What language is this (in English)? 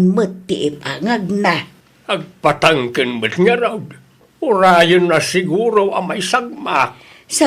Iloko